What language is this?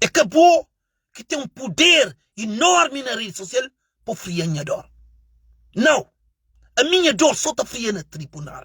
Kabuverdianu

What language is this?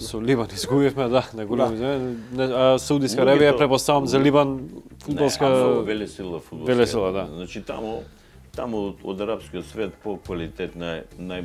Macedonian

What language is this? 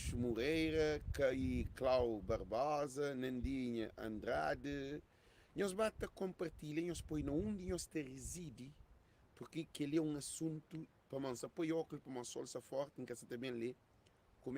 Kabuverdianu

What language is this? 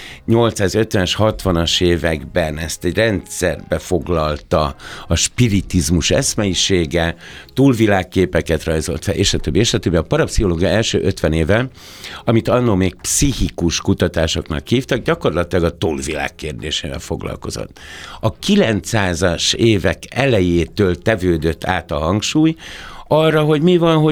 Hungarian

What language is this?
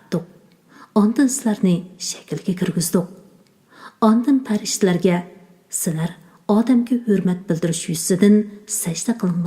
Uyghur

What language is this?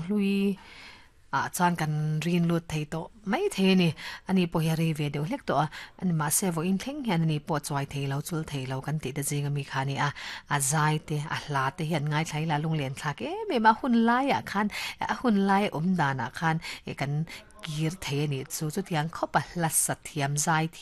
Mizo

